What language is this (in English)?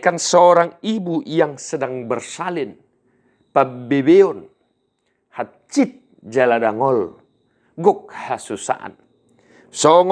Batak Toba